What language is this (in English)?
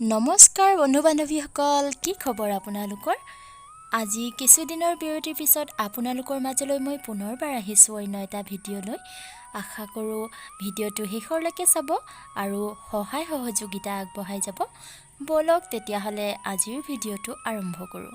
Assamese